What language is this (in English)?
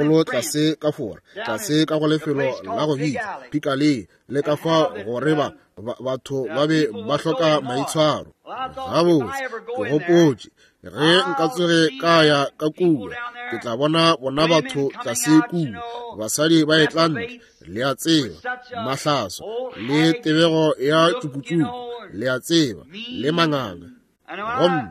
Northern Sotho